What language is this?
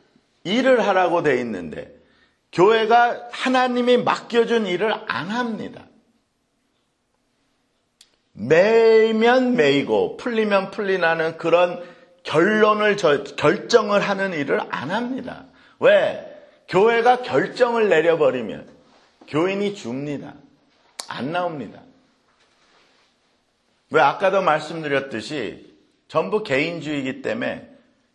Korean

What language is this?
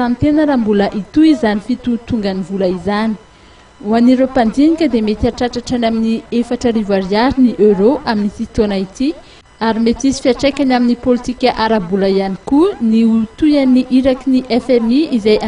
Malagasy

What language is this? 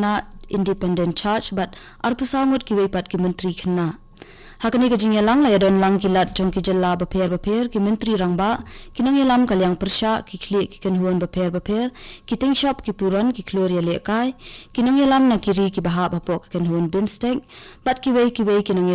Khasi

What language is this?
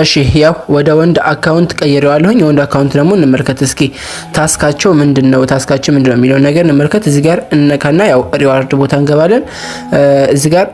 Amharic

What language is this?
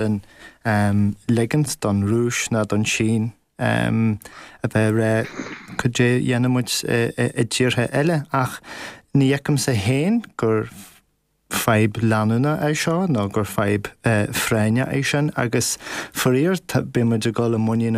Irish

